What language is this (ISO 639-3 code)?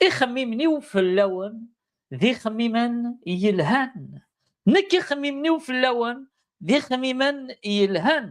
kab